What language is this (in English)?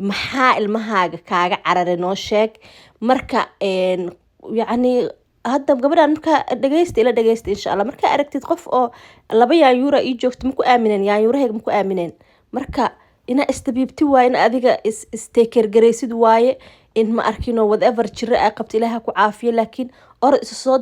Somali